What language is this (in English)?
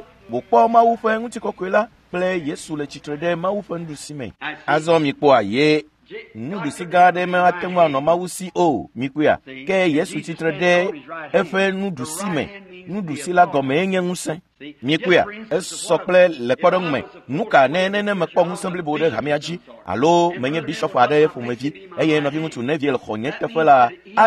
Ewe